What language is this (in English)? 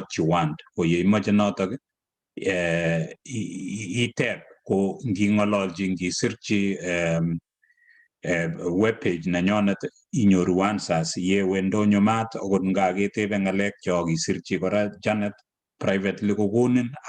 Kalenjin